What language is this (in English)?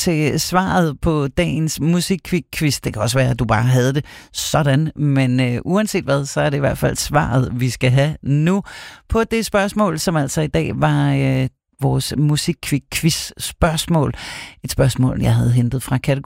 Danish